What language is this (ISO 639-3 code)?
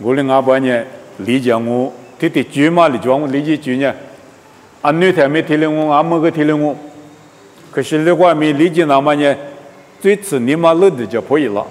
lis